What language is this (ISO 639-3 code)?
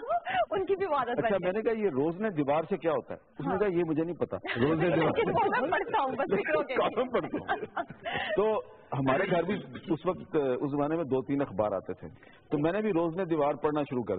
urd